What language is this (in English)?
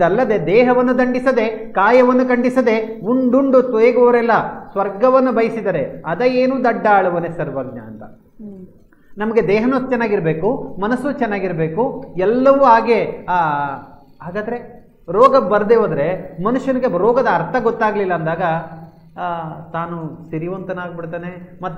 Kannada